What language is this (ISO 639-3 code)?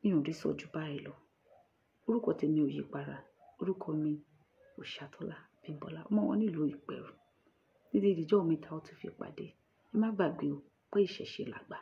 yor